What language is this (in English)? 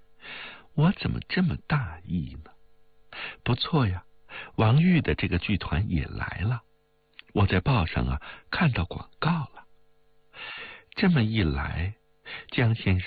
Chinese